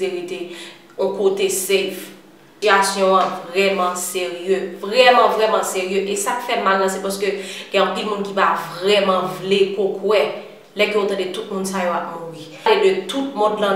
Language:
Haitian Creole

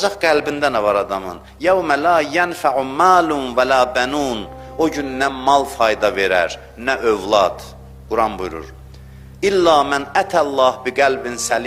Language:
Azerbaijani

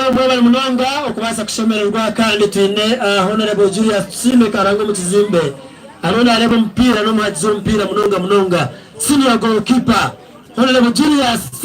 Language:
Nyankole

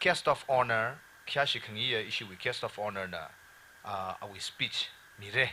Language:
Tangkhul Naga (India)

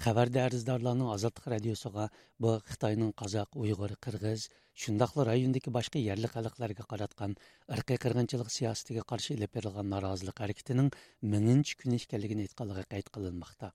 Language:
Uyghur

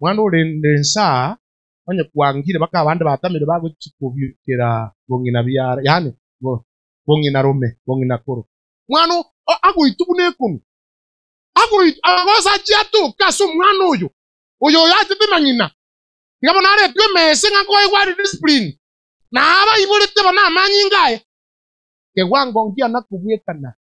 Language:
Gusii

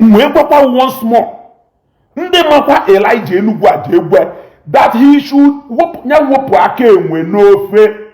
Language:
Igbo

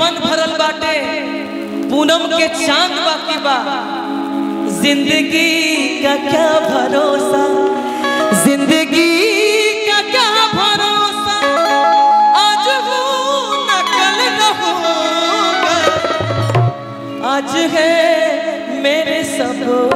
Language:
Bhojpuri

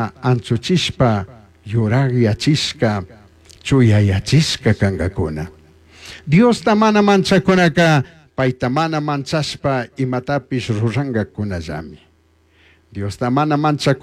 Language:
Chimborazo Highland Quichua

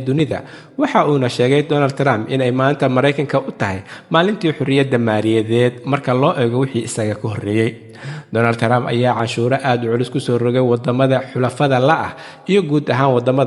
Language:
Somali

